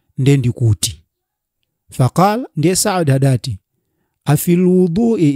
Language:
Nyanja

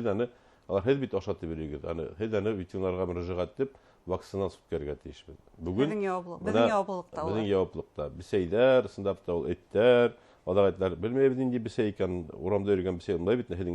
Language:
Bashkir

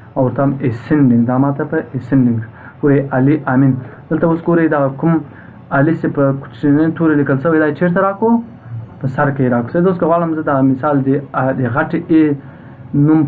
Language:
Pashto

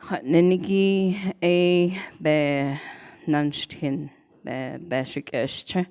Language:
Navajo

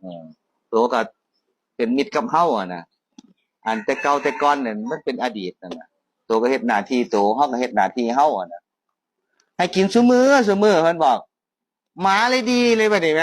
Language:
Northeastern Thai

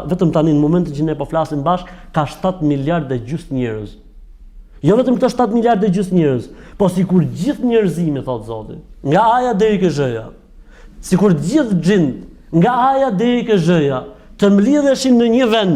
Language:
Albanian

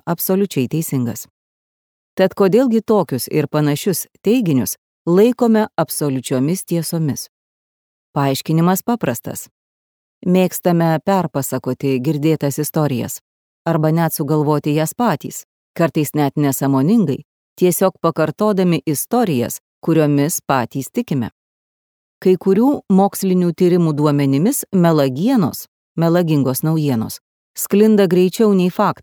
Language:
Lithuanian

